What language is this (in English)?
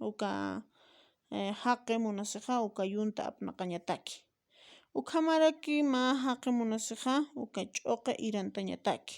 Aymara